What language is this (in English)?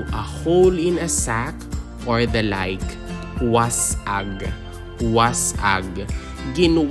Hiligaynon